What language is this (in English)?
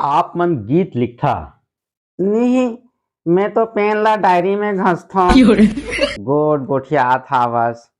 Chhattisgarhi